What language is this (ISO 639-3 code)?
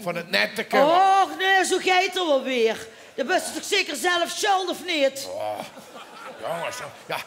lim